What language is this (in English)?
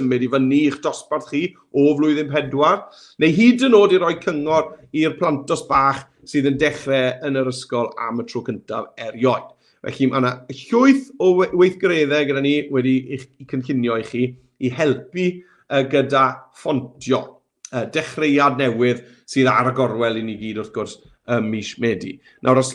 Welsh